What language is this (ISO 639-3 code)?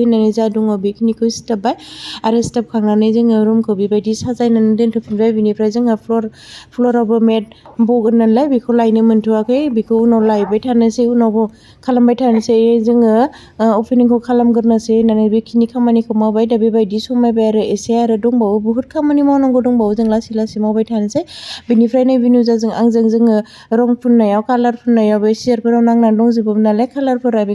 brx